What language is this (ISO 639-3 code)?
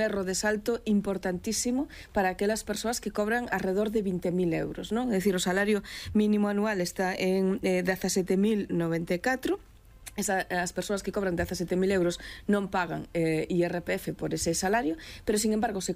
glg